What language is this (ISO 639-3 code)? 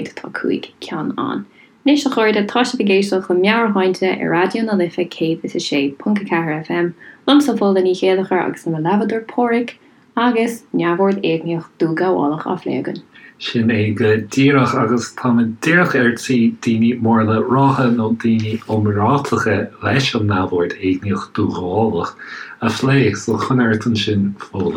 gle